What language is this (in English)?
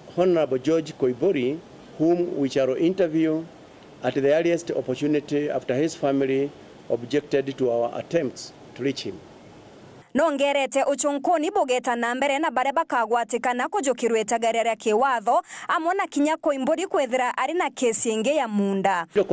Meru